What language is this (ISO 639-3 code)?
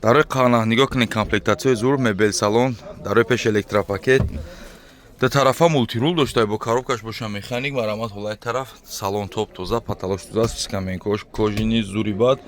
tgk